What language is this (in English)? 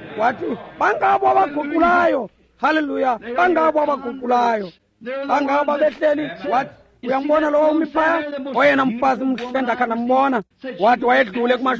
Xhosa